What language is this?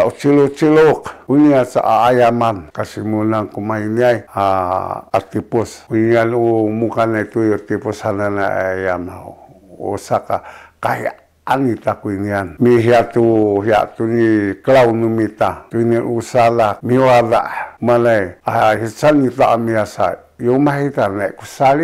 Sakizaya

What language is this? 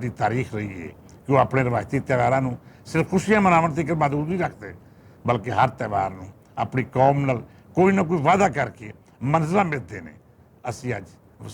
Western Panjabi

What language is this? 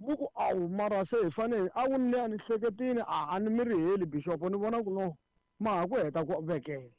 Tsonga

